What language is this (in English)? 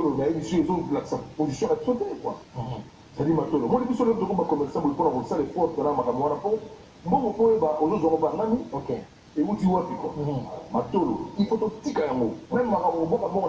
Lingala